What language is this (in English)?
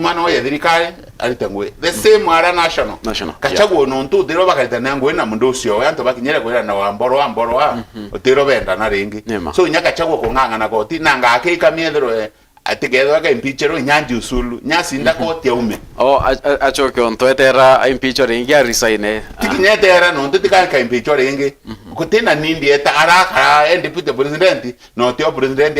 Meru